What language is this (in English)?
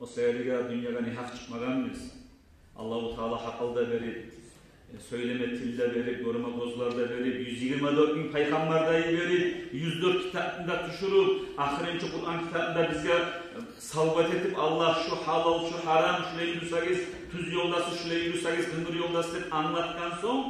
Kumyk